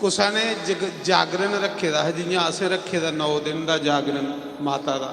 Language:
Dogri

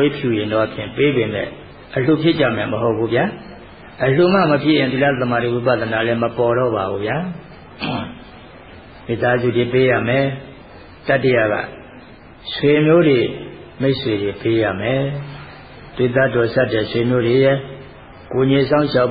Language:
Burmese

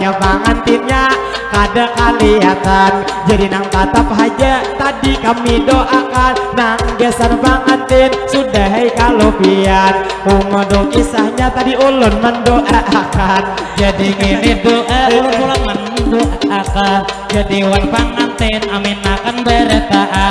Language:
Banjar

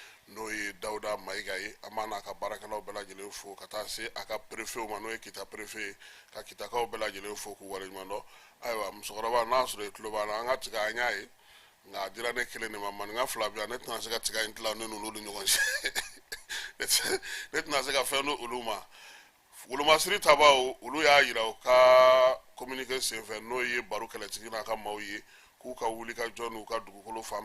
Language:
Bambara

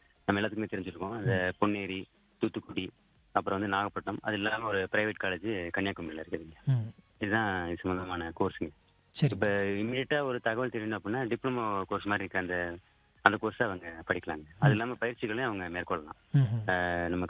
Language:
Tamil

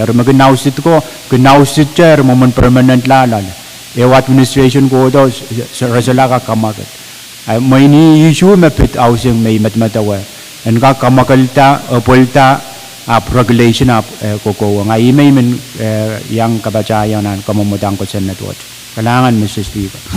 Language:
Pohnpeian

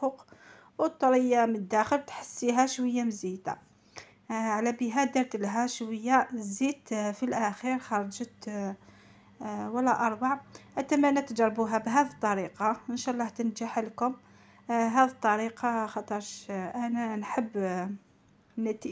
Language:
Algerian Arabic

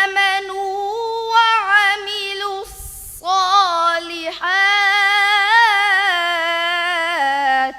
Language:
Divehi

